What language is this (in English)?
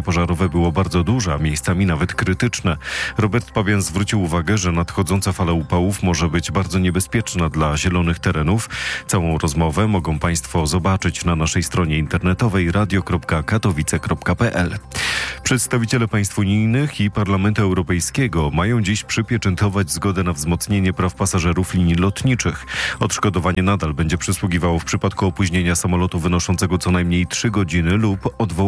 Polish